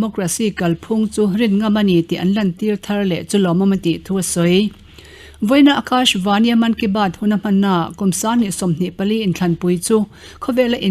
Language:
Mizo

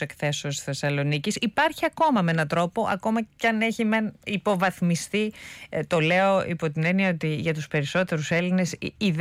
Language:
Greek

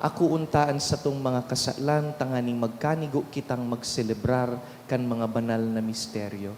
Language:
Bikol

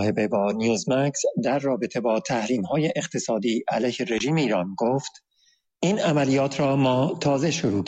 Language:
Persian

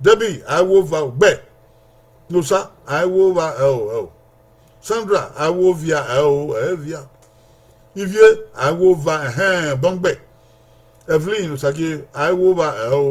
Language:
Bini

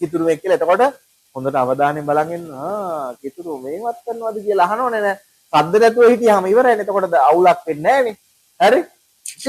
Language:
Sinhala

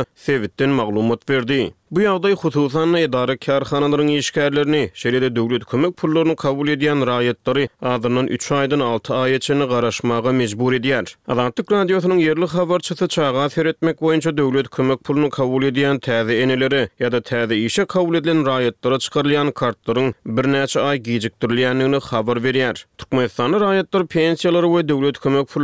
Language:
Turkmen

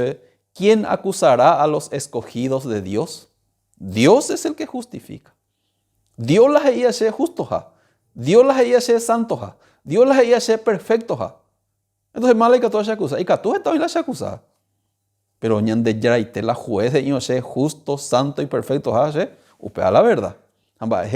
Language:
Guarani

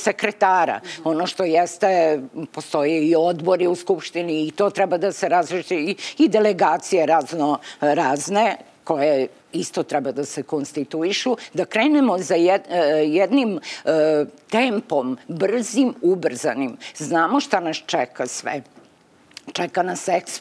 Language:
Serbian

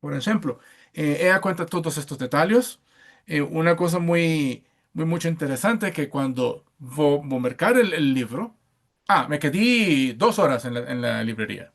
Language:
Ladino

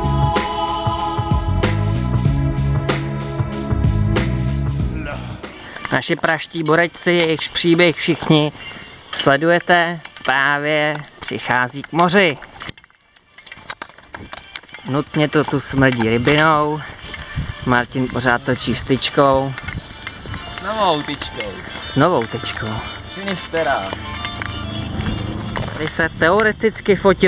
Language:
Czech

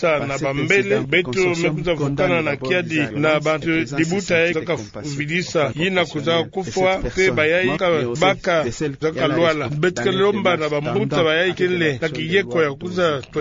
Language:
Kituba (Democratic Republic of Congo)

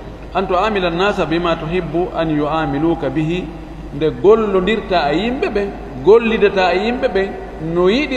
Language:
Fula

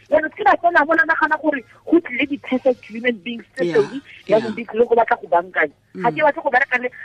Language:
Tswana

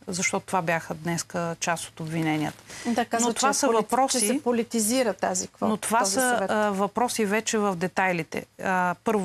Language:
Bulgarian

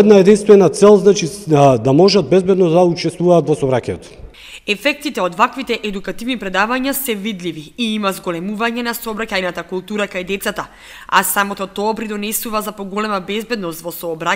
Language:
Macedonian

